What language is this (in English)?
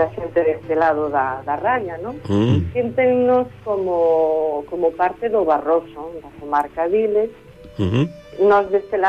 Galician